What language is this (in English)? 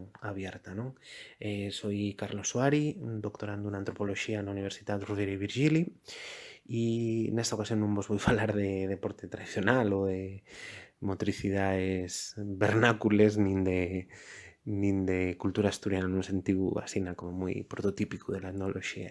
Asturian